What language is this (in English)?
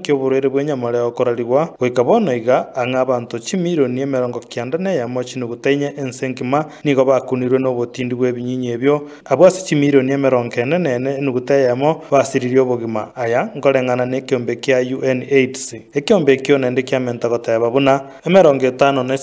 Gusii